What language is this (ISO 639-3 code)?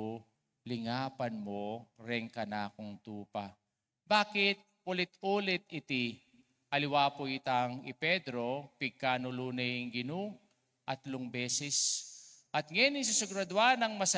pam